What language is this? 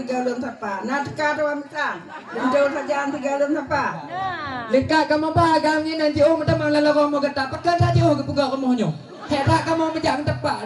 Achinese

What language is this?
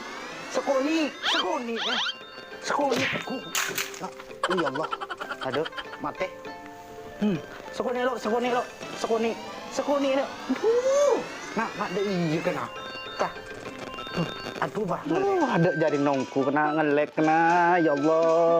Madurese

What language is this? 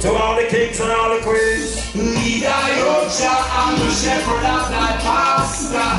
Jamaican Creole English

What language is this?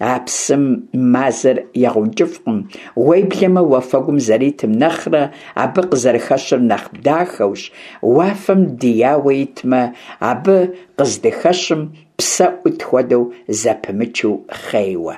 Kabardian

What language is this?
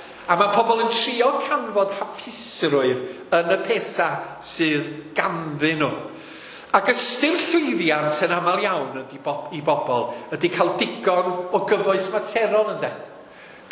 Welsh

